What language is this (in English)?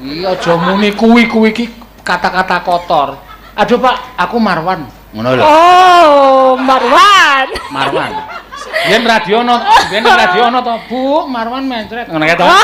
Javanese